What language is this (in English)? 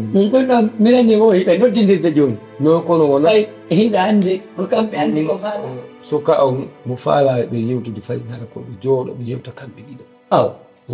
Fula